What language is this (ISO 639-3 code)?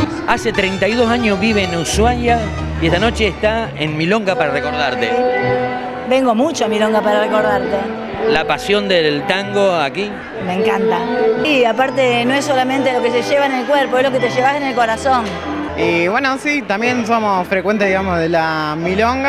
spa